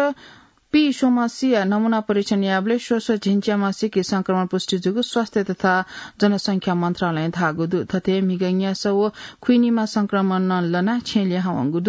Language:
Newari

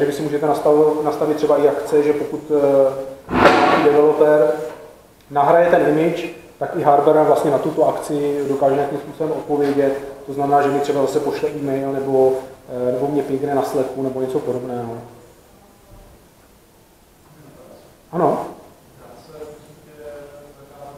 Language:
Czech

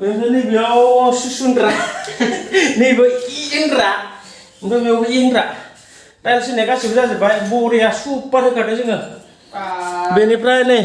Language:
Bodo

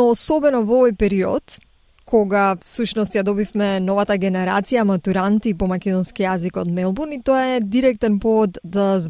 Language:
Macedonian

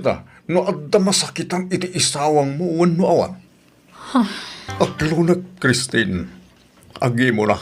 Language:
Iloko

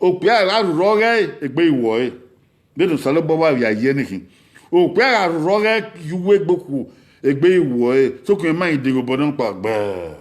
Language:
Bini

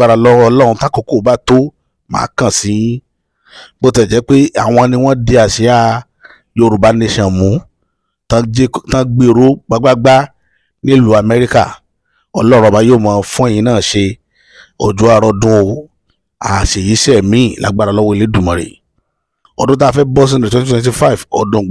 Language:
Yoruba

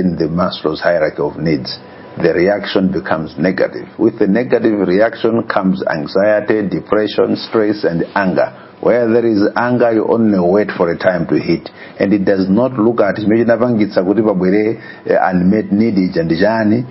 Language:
Nyanja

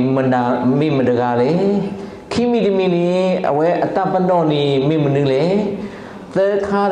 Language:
S'gaw Karen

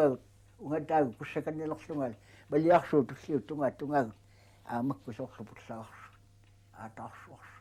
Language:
Kalaallisut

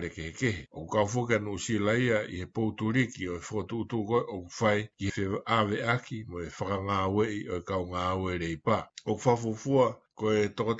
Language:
Tongan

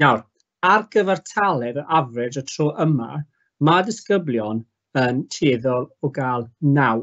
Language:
Welsh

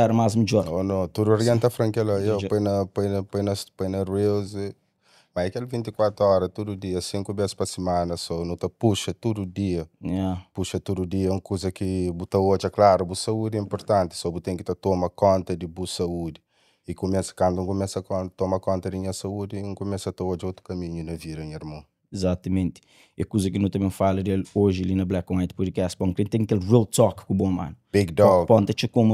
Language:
Kabuverdianu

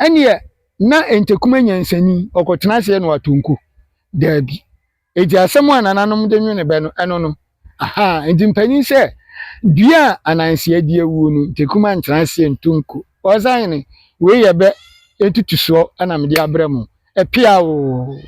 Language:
Akan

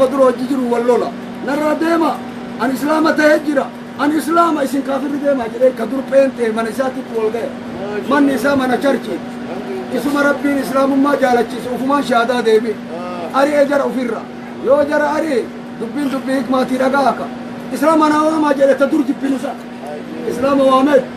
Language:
Oromo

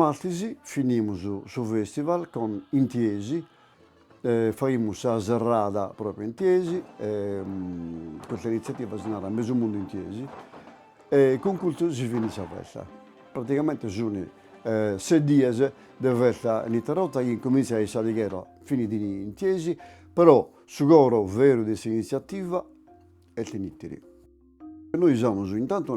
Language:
Sardinian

